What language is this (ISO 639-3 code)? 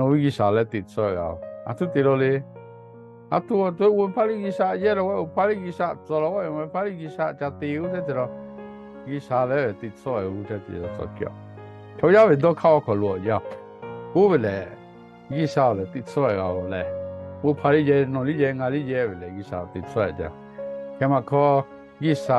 lhu